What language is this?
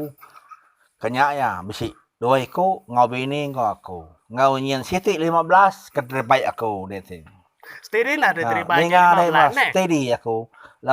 Iban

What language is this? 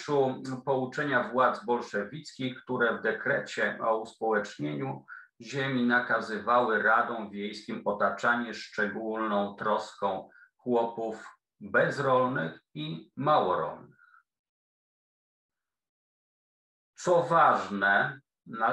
Polish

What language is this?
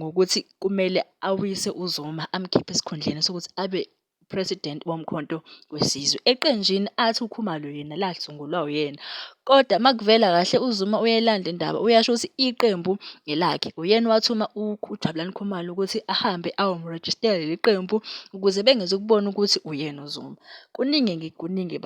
Zulu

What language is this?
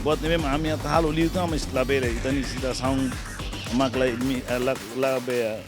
Tetum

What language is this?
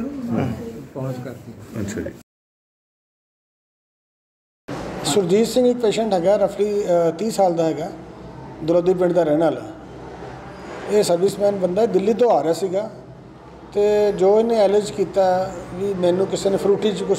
Punjabi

